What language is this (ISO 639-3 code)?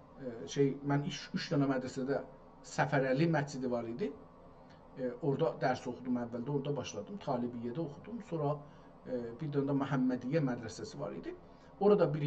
azb